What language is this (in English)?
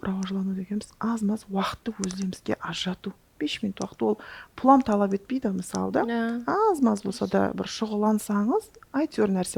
Kara-Kalpak